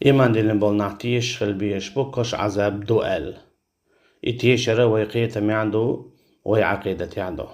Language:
Chechen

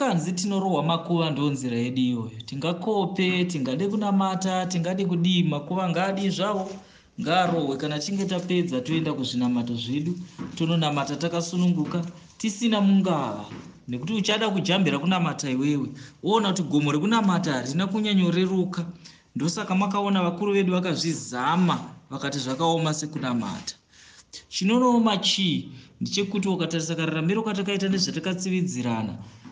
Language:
Shona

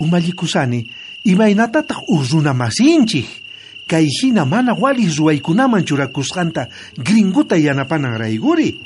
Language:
South Bolivian Quechua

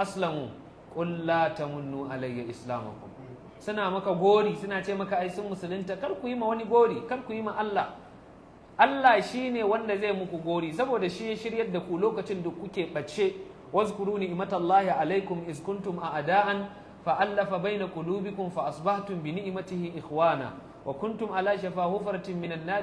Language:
Hausa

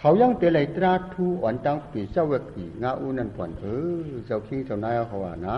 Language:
Shan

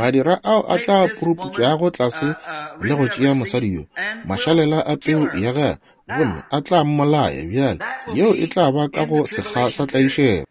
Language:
Northern Sotho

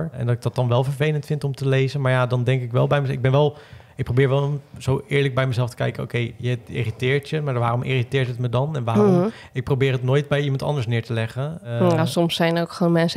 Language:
Dutch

